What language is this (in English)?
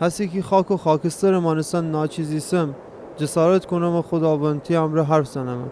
Gilaki